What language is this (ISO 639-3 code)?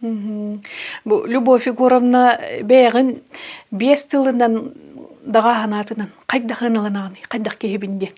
sah